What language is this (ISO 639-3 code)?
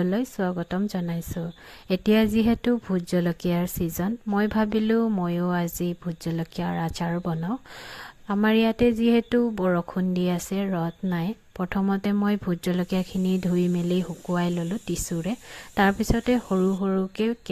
asm